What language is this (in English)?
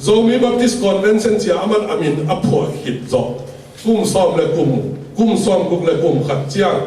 Tedim Chin